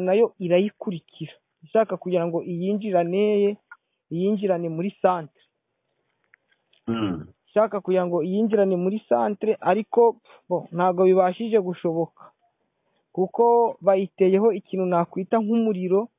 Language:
Kinyarwanda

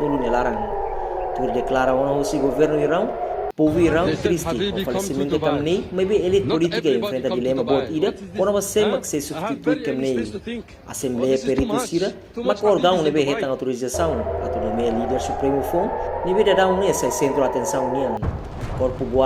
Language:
Tetum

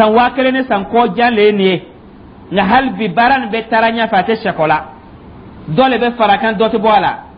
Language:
Dyula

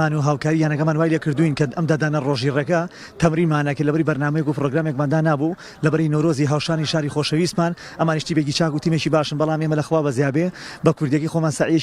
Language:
Central Kurdish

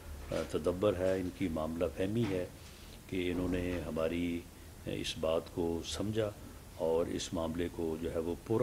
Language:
Urdu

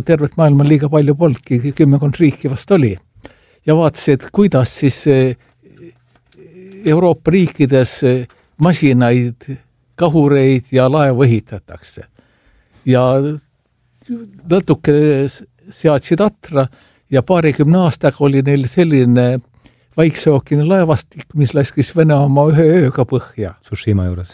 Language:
Estonian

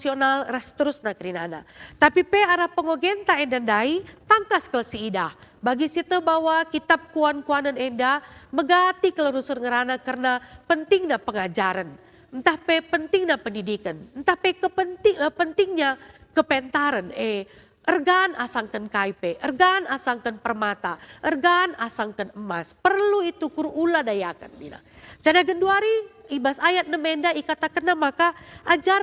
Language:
Batak Karo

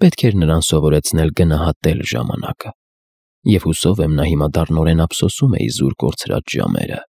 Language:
Armenian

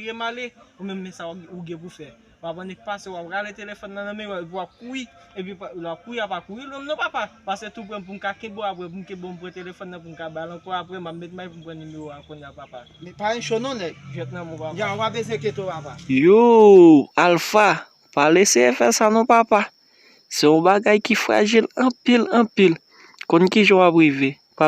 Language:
Haitian Creole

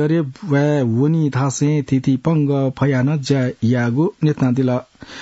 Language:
Newari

